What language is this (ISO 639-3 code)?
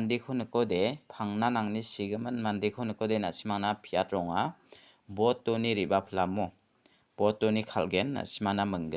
grt